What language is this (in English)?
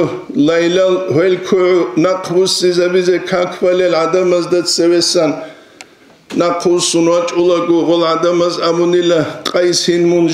Avaric